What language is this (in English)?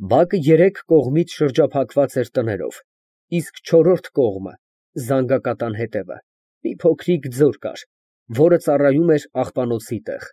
Armenian